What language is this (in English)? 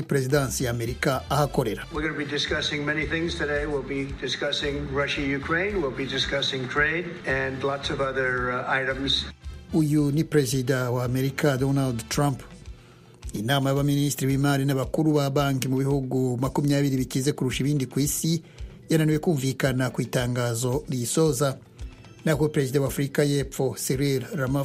Kinyarwanda